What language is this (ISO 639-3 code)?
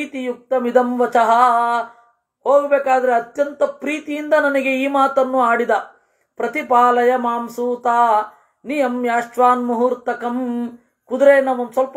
kan